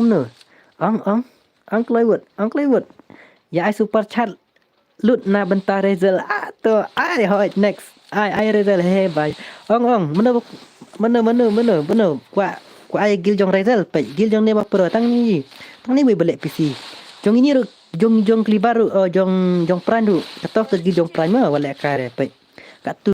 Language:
Khasi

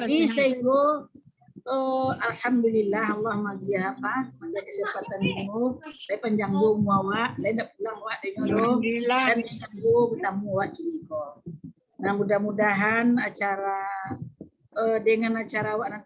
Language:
Minangkabau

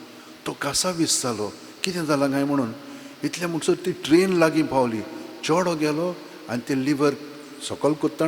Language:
Konkani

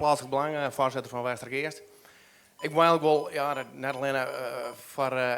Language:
Western Frisian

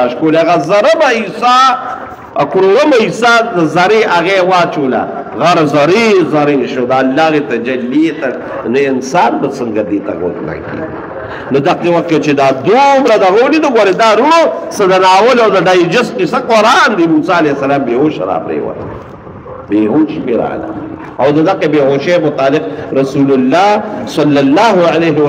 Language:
Pashto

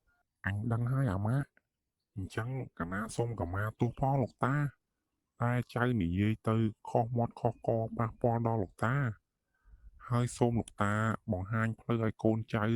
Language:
Khmer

